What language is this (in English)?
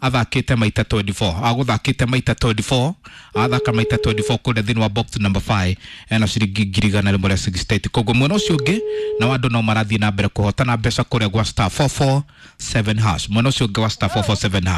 Kikuyu